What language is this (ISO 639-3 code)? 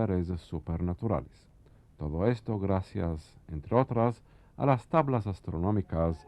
lad